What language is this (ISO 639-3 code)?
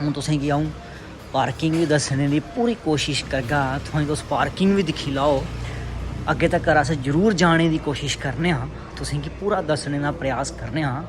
doi